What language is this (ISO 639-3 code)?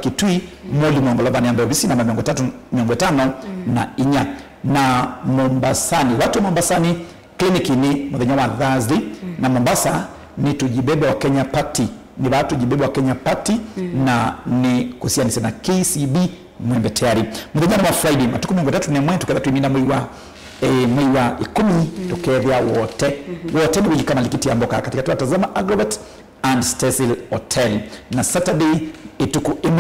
kam